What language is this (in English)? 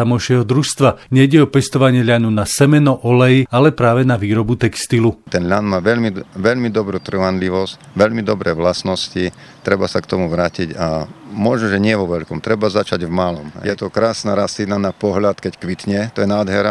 Slovak